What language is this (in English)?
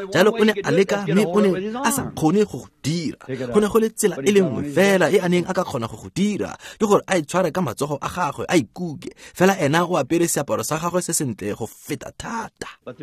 Tswana